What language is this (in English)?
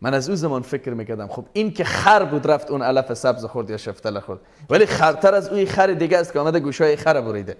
Persian